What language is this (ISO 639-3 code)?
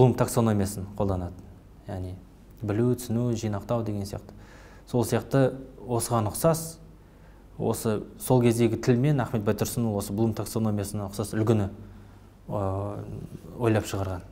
kaz